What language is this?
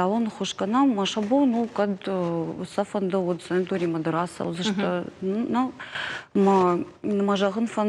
Ossetic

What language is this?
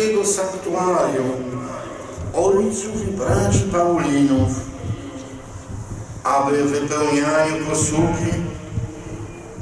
Polish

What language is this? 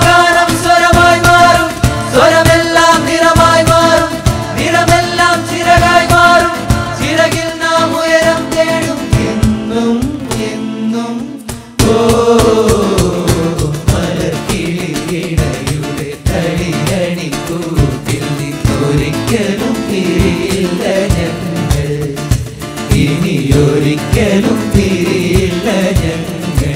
Malayalam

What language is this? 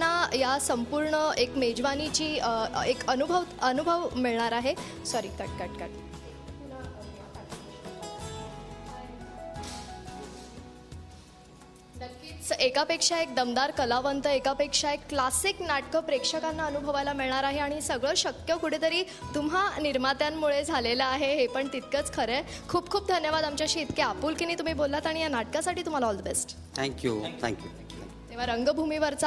Marathi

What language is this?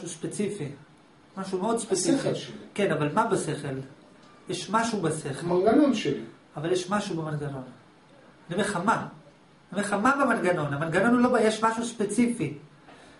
Hebrew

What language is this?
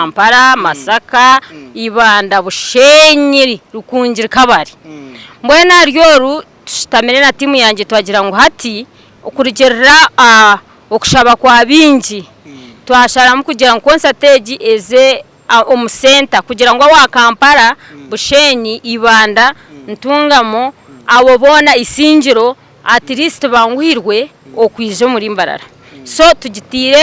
Nyankole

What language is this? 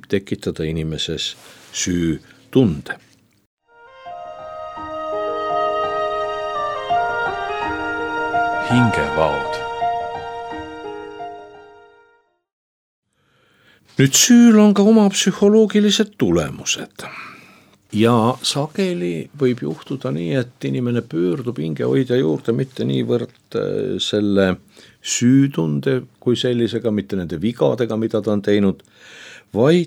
Estonian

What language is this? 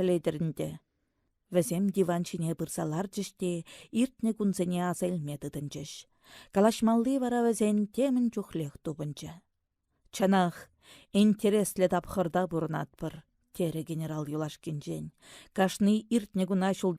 Chuvash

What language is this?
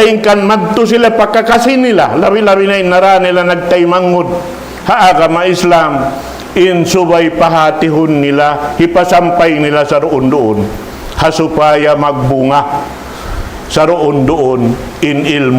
Tausug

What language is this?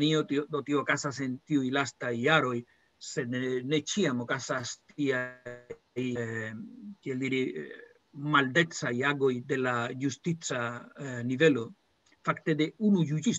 Esperanto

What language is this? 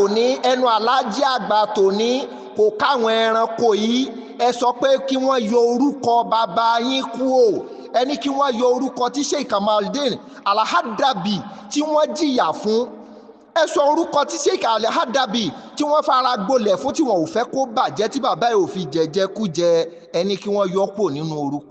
Yoruba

